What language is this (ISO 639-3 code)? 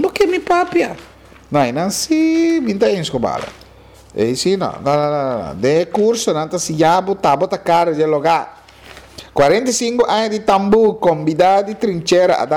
pap